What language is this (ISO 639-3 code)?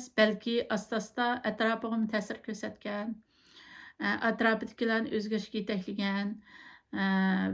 uig